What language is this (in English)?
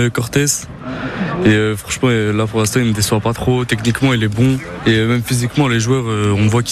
French